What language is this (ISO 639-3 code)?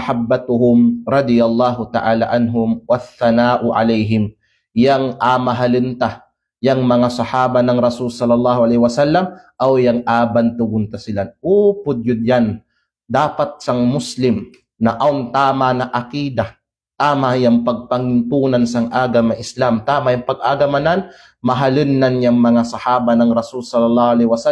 kqe